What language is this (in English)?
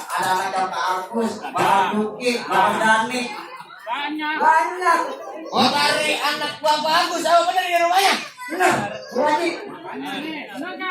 Betawi